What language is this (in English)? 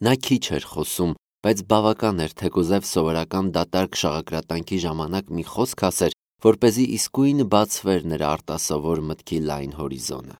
Armenian